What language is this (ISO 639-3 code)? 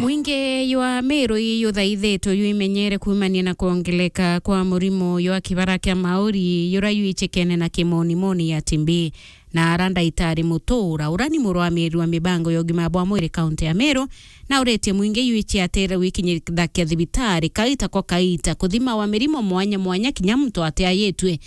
mer